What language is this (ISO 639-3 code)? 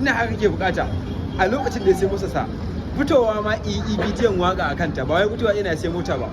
hau